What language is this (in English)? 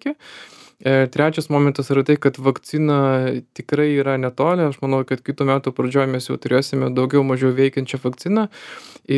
Lithuanian